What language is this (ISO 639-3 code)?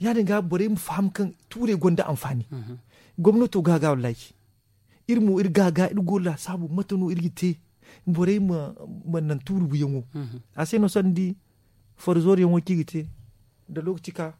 dje